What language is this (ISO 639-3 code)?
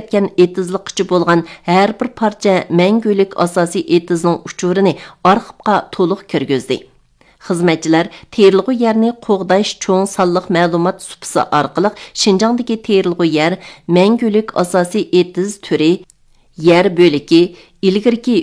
uig